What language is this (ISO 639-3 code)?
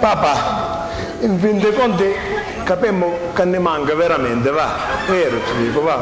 scn